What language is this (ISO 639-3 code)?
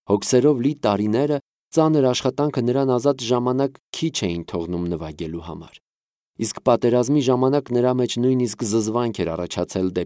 hye